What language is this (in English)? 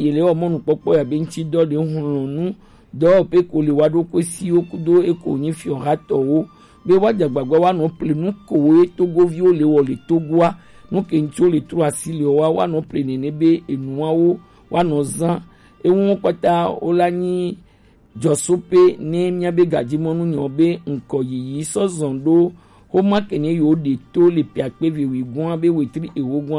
Gen